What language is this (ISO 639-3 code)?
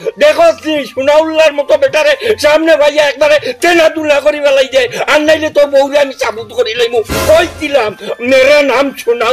syl